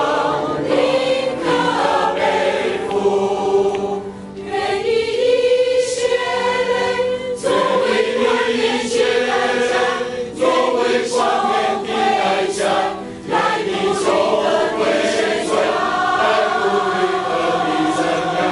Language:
Chinese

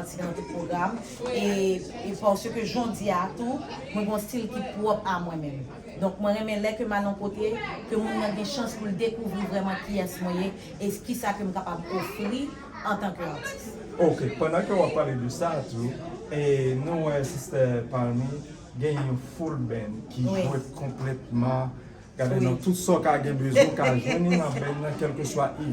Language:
Haitian Creole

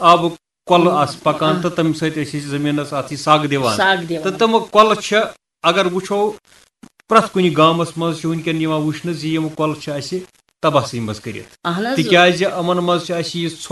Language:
Kashmiri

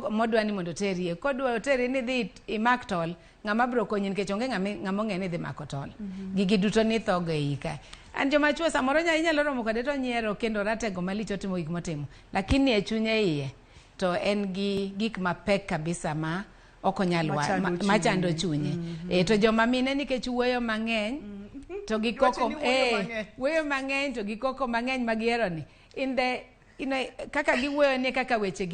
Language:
Luo (Kenya and Tanzania)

